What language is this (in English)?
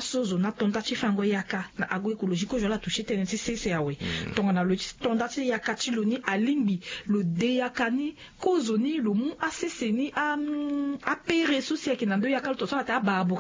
Sango